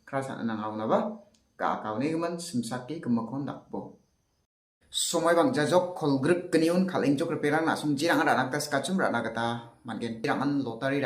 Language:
Garo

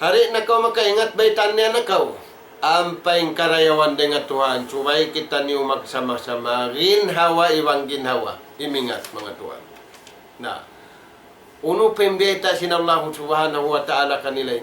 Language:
Tausug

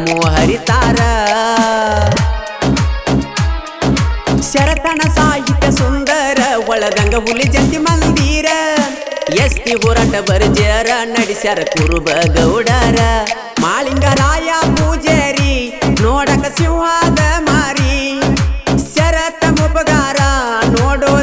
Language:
Kannada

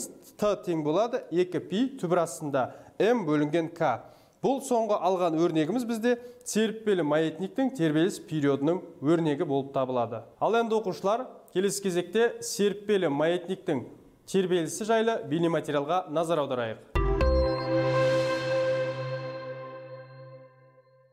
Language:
Kazakh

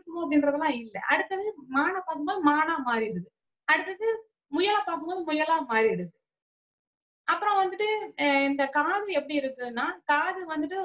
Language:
Tamil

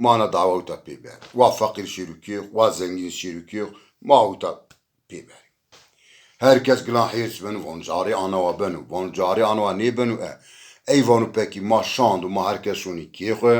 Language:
Zaza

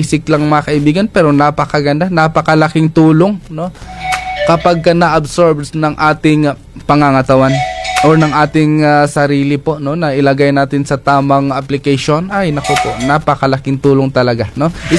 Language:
Filipino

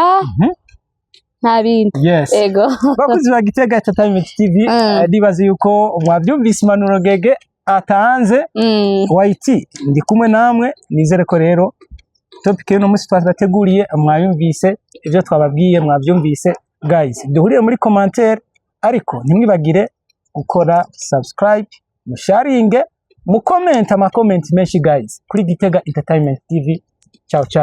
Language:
Rundi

